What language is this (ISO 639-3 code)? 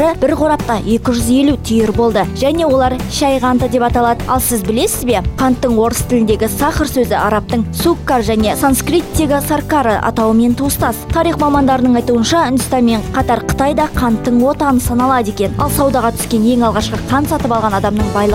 kaz